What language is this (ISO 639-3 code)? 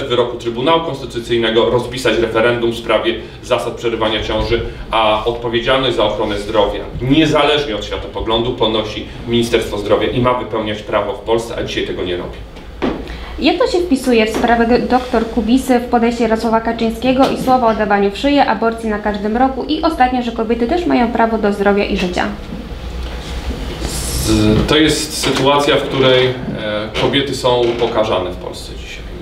pol